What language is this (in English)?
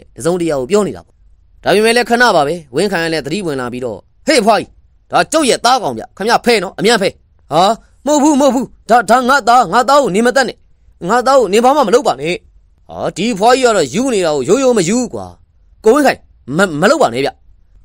Burmese